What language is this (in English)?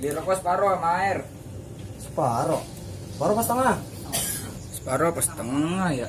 Betawi